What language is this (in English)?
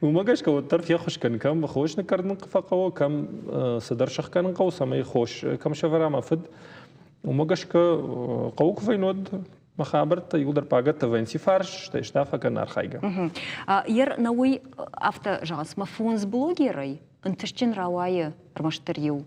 Ossetic